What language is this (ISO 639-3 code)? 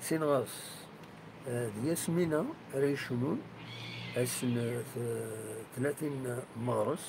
kab